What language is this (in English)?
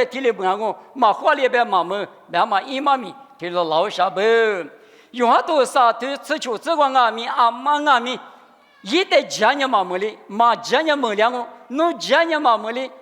Lisu